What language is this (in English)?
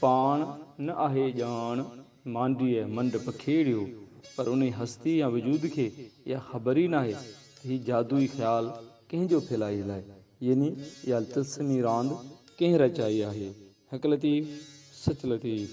Sindhi